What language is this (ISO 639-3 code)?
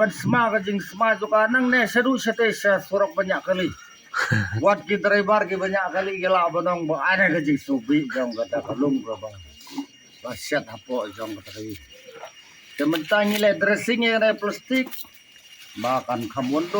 kha